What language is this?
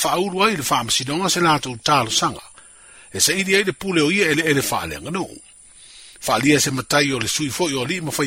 Samoan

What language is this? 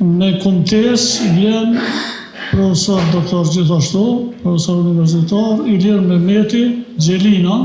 Albanian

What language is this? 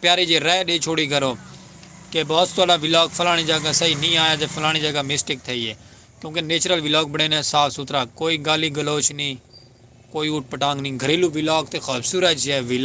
Saraiki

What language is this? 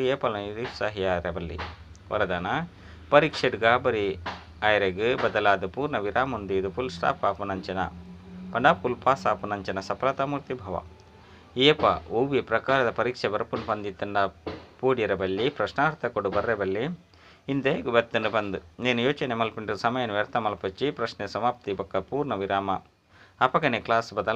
Tulu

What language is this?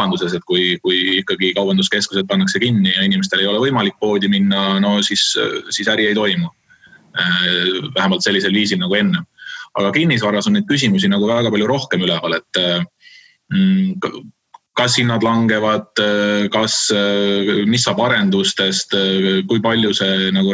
Estonian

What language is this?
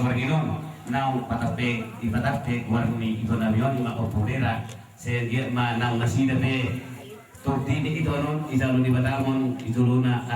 Batak Toba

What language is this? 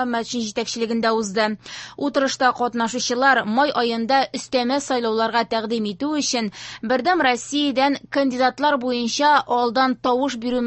Tatar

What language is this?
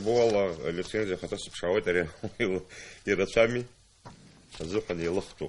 Abkhazian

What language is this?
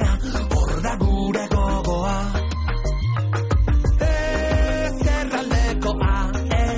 Basque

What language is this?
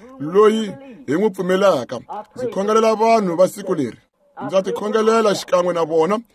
Tsonga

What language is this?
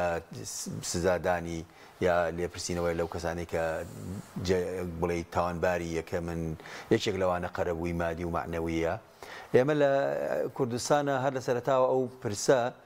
Central Kurdish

